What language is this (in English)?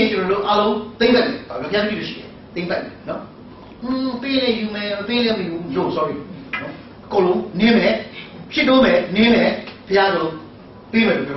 Burmese